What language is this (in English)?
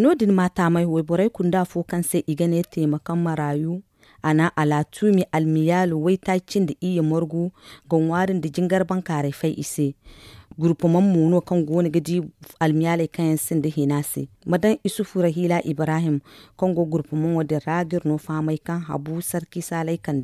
Zarma